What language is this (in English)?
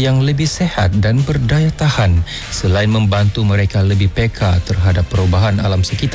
Malay